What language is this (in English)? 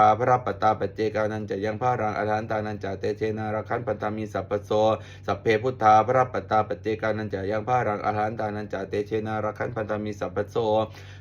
Pali